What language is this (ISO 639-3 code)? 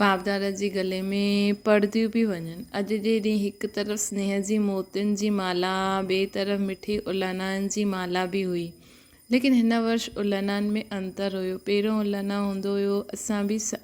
snd